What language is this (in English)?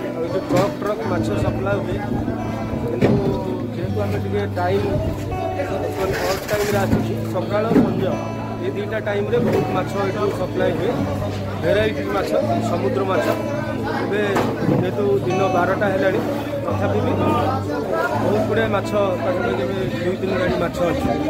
Odia